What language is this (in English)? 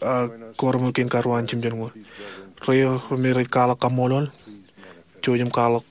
Marshallese